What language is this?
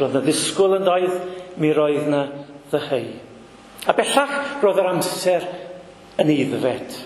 Welsh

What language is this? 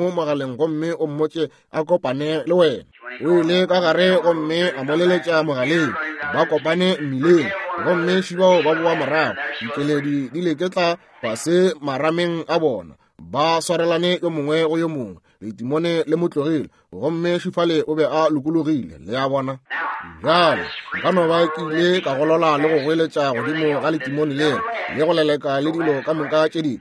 Northern Sotho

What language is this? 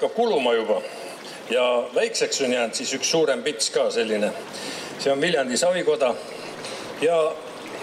Estonian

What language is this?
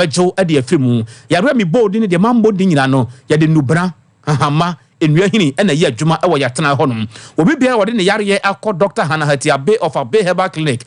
Akan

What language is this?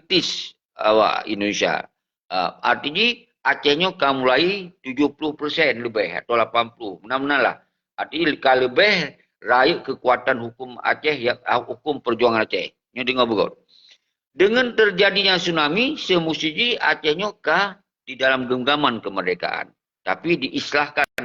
Achinese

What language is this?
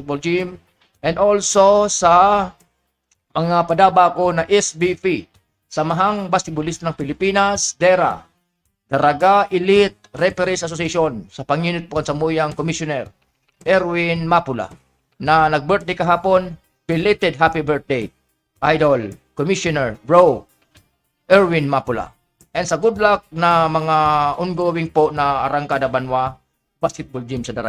Bikol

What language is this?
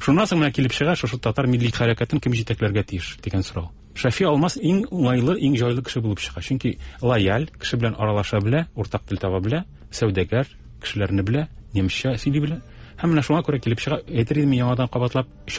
Tatar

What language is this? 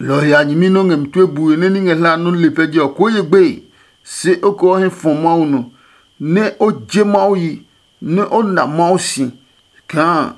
Adangme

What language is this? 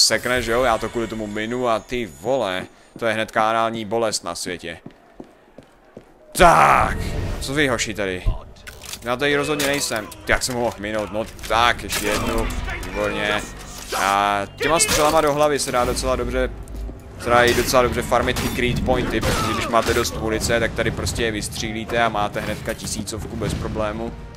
Czech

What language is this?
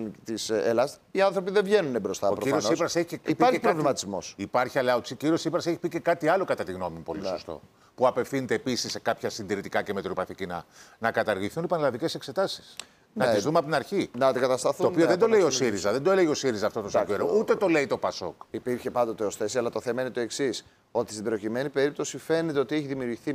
Greek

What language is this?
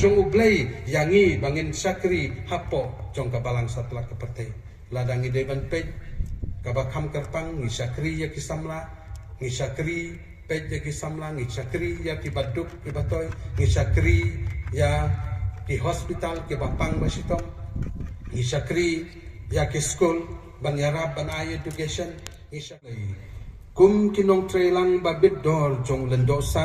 Khasi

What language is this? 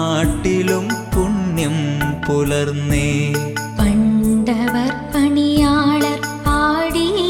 Malayalam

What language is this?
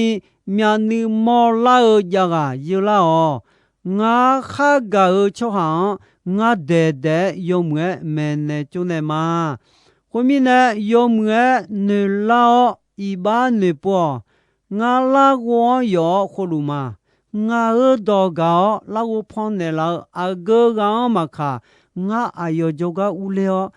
Akha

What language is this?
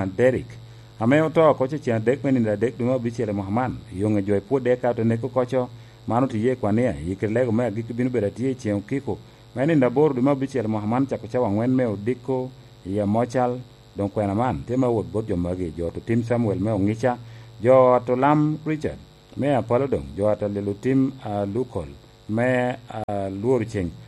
Lango (Uganda)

